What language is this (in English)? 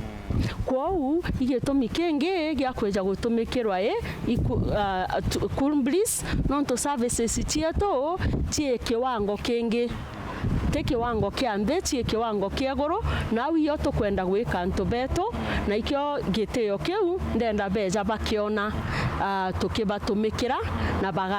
Meru